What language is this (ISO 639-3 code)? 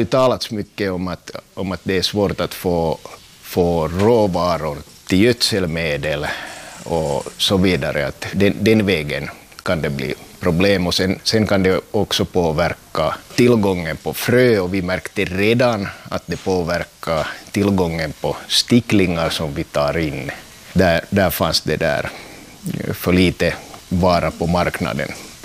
swe